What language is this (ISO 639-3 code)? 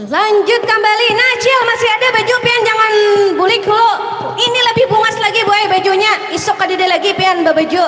bjn